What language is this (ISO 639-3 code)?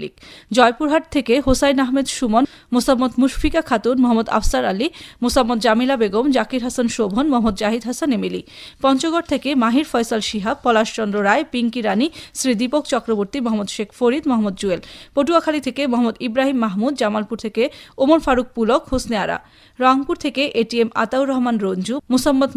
ben